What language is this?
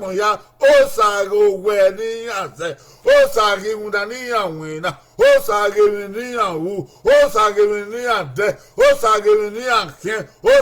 Bini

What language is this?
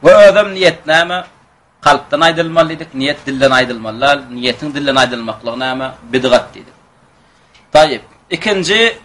Turkmen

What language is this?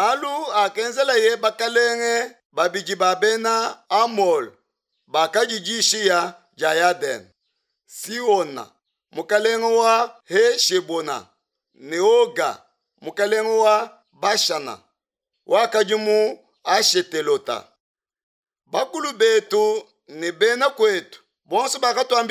Luba-Lulua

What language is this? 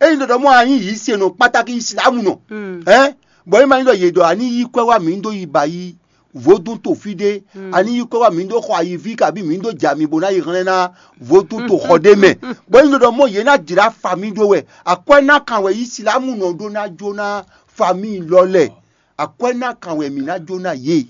Fon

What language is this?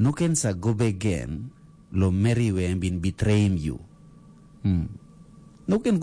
Tok Pisin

